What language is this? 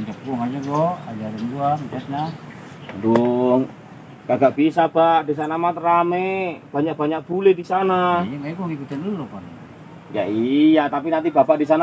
Betawi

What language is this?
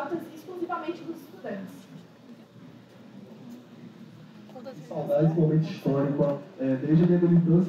Portuguese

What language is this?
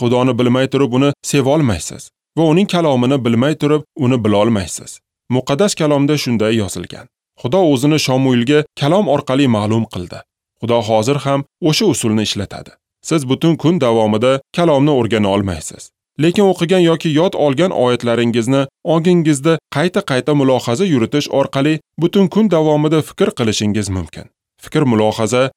Uzbek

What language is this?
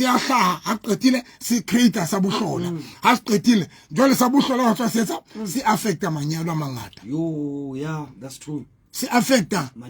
Southern Sotho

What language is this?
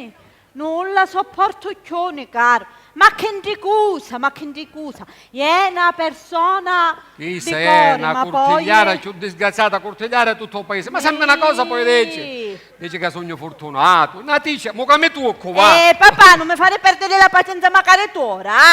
Sicilian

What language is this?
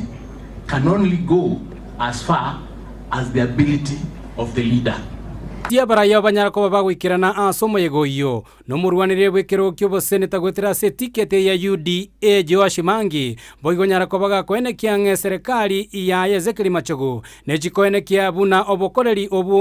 Gusii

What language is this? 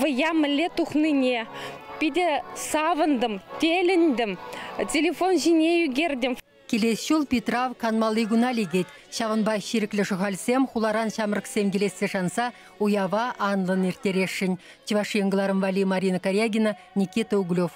Chuvash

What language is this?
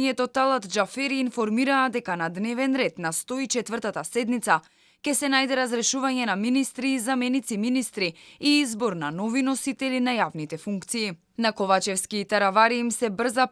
Macedonian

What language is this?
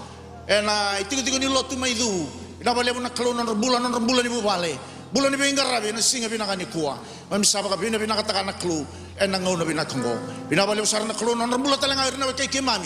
Fijian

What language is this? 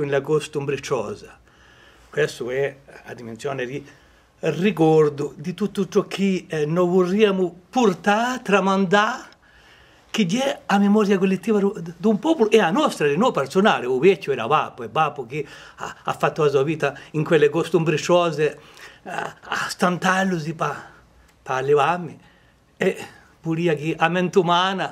Corsican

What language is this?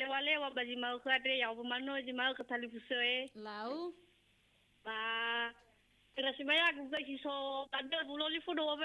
Nias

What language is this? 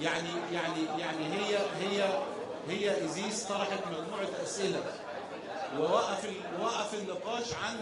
Egyptian Arabic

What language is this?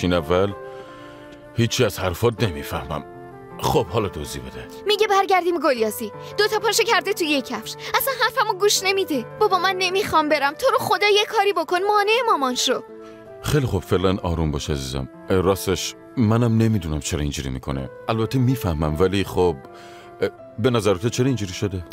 Persian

